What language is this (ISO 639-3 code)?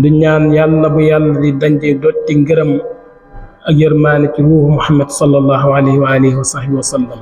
wol